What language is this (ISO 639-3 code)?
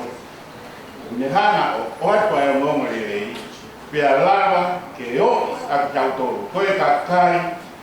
ton